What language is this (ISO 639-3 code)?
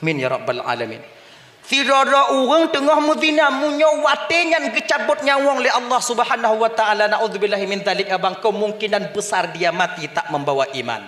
ace